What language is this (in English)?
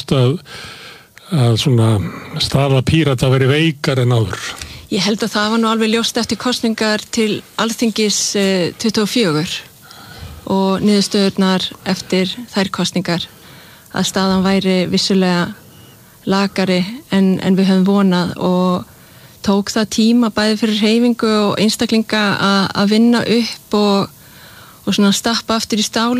Icelandic